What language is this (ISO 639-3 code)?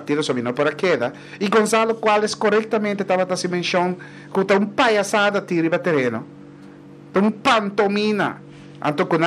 pap